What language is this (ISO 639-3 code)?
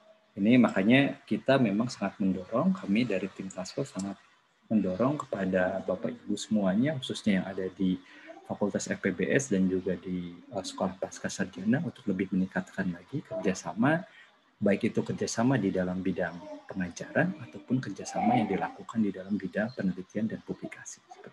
ind